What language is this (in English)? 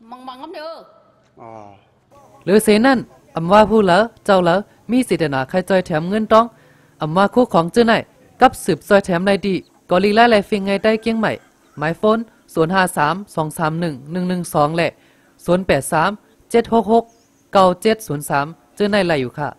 Shan